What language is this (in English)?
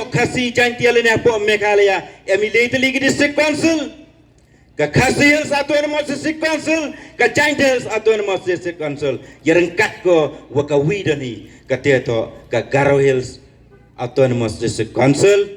Pnar